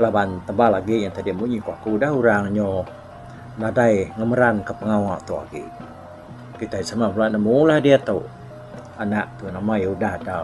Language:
Iban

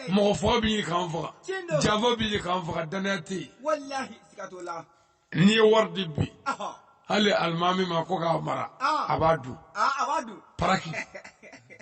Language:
Bambara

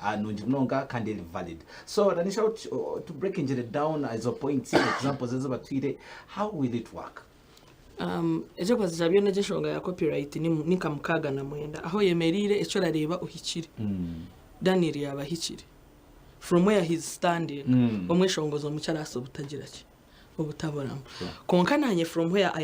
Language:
Nyankole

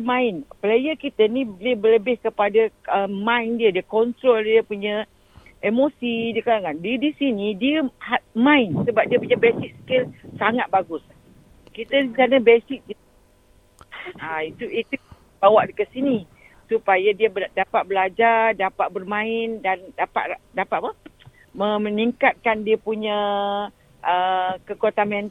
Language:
Malay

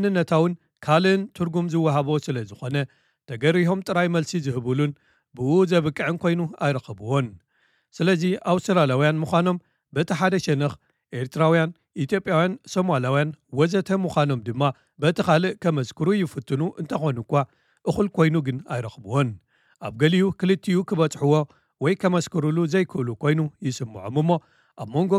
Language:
Tigrinya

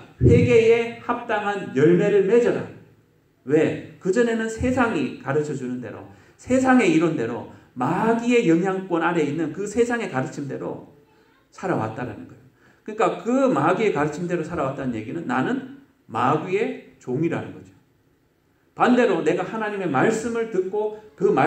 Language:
Korean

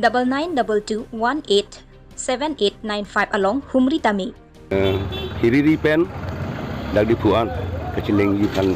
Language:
Karbi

